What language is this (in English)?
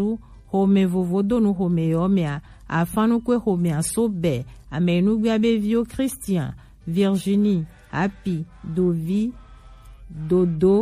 Gen